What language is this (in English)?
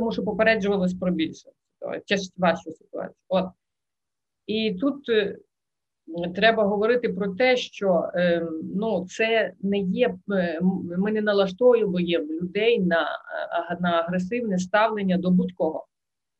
Ukrainian